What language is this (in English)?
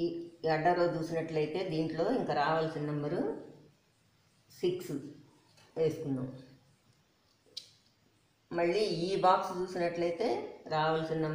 Telugu